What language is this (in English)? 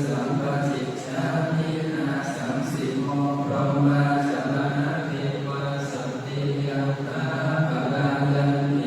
Pali